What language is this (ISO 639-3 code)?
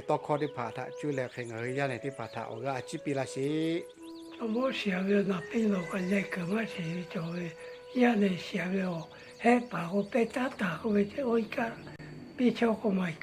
lhu